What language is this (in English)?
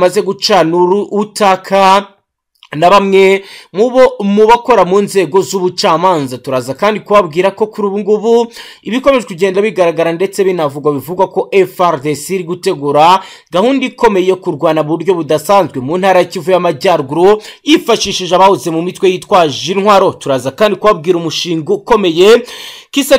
Kinyarwanda